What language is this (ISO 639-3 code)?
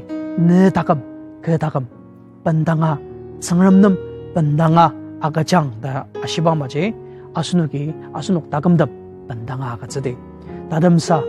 njo